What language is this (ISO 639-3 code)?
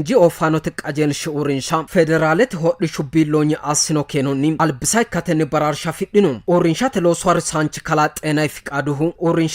sid